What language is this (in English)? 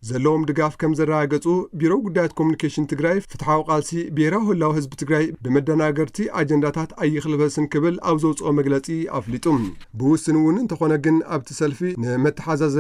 Tigrinya